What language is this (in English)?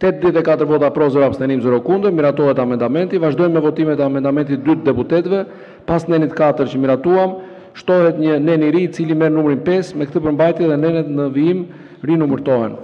Albanian